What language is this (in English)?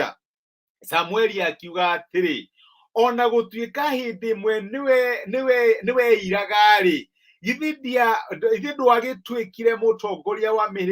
Kikuyu